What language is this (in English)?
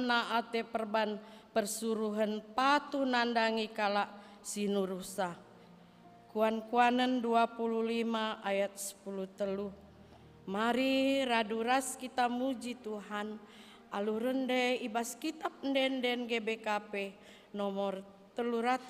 Batak Karo